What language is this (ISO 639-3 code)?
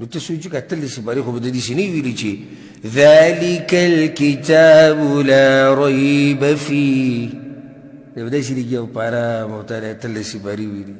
pus